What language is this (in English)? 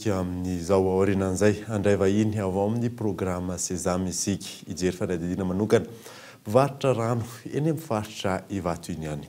Malagasy